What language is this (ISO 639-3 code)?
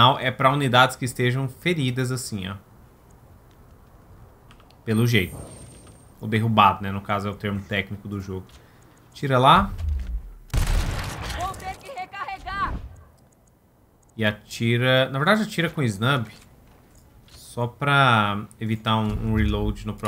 por